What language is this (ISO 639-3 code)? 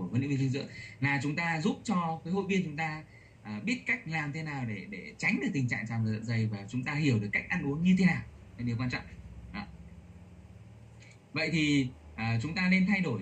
vie